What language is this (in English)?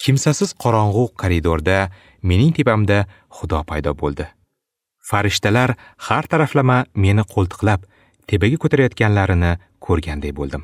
Uzbek